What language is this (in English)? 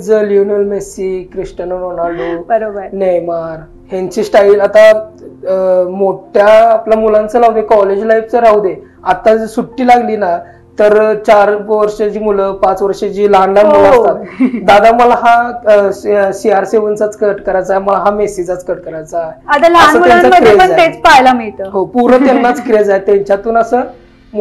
Marathi